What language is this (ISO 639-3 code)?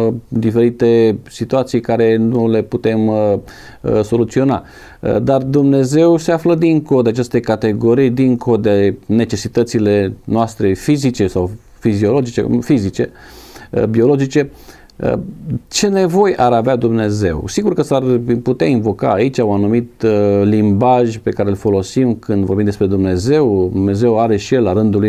ron